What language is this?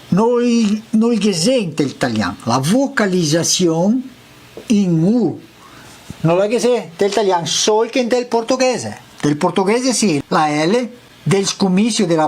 Venetian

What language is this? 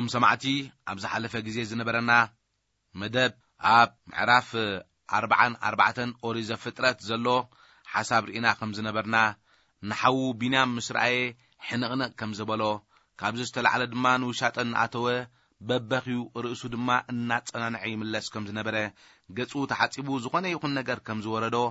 Tigrinya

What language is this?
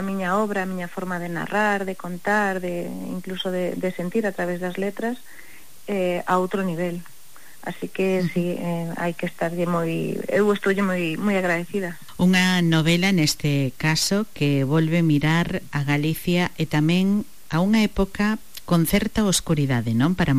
Galician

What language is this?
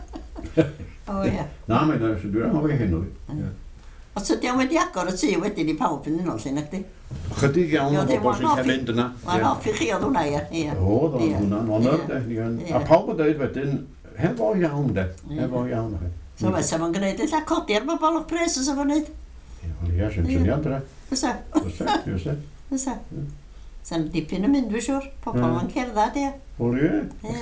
Welsh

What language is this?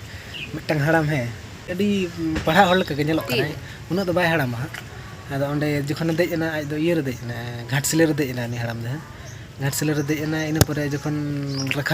Santali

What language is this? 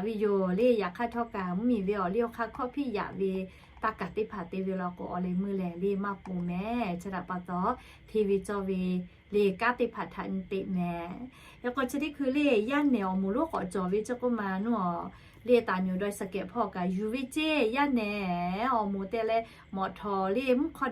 Lahu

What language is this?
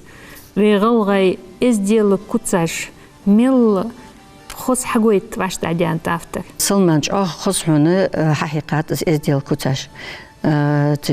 Ingush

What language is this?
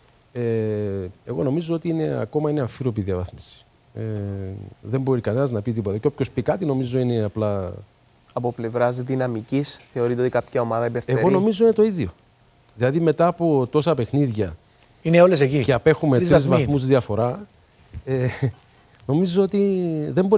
Greek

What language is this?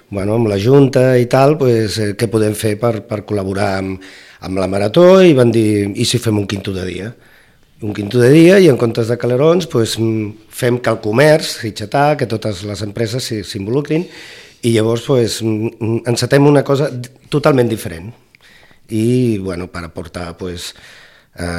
Catalan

